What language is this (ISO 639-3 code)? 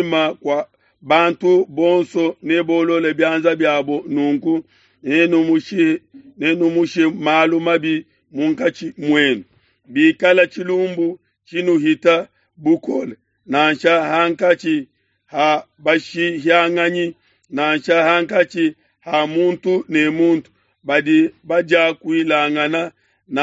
lua